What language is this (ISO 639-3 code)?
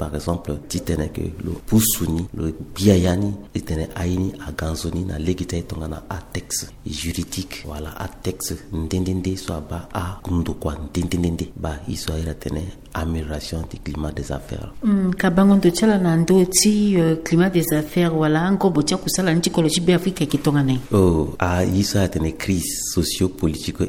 sag